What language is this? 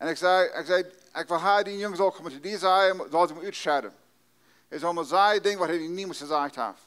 Plautdietsch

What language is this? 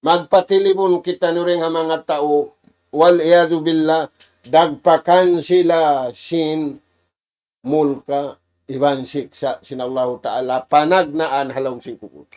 Tausug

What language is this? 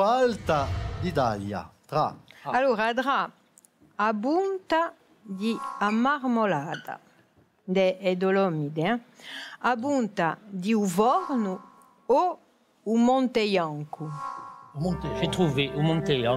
Corsican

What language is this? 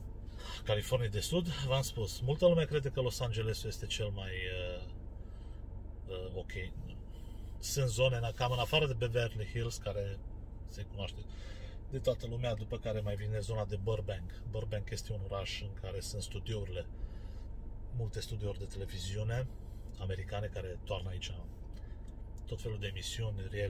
Romanian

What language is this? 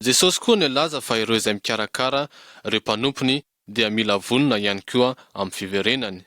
Malagasy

